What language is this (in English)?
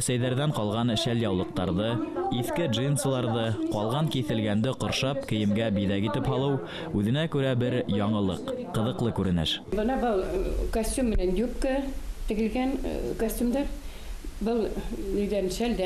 Bashkir